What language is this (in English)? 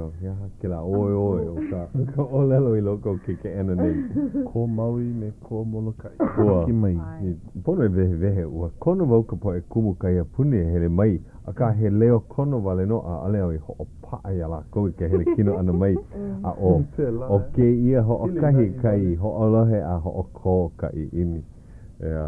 Hawaiian